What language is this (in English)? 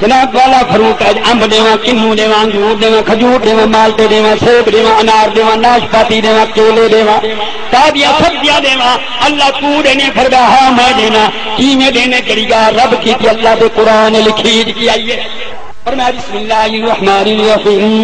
Saraiki